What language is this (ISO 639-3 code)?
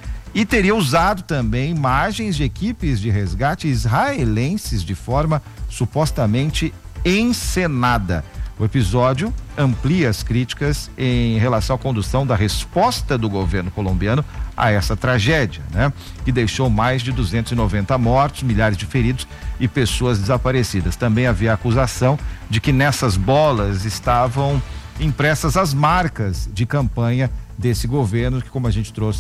por